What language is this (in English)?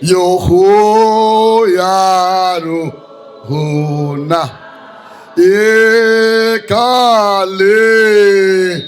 Northern Sotho